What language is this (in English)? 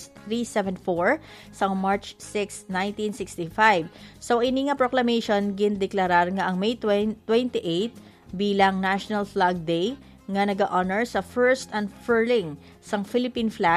Hiligaynon